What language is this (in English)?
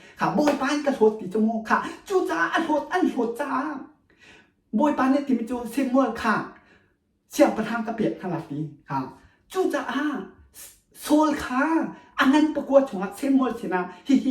Hakha Chin